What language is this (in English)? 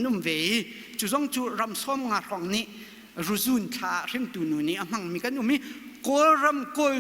Hakha Chin